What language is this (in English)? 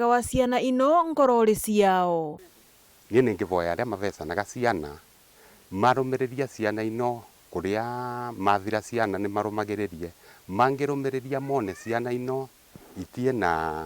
Meru